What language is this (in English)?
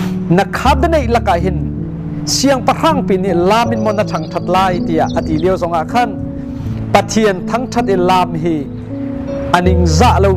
Hakha Chin